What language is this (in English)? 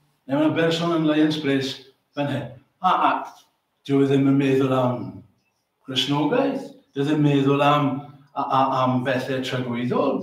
Welsh